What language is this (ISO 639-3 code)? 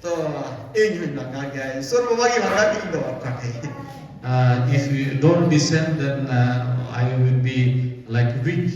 sat